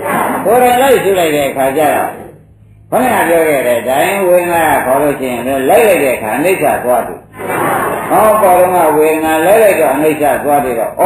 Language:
Burmese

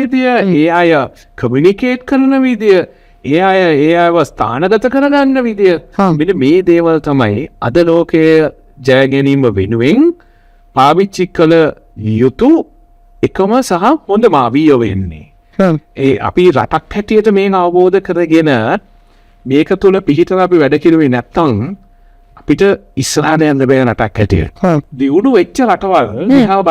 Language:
Sinhala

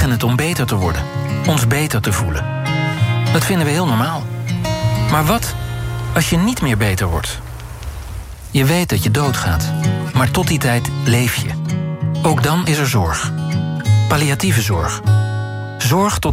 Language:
Dutch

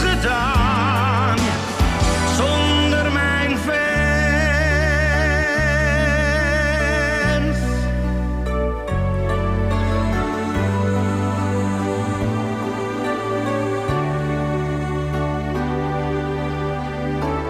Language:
Dutch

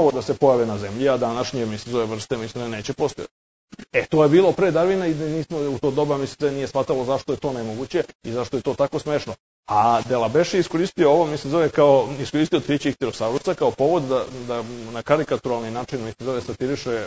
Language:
Serbian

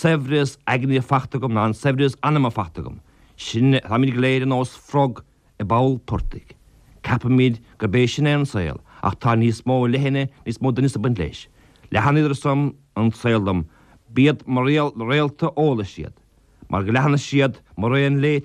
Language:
Irish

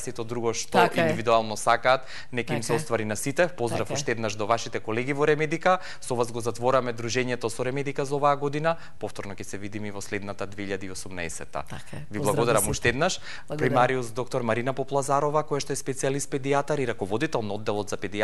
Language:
Macedonian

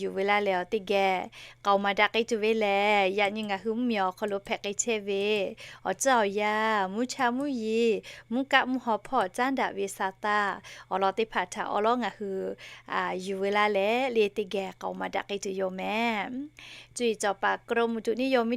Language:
Lahu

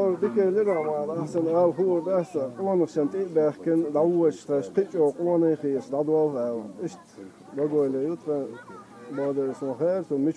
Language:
Chechen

